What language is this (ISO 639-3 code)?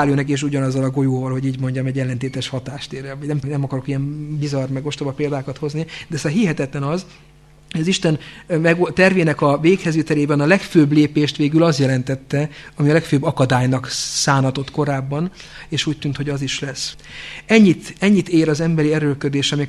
hun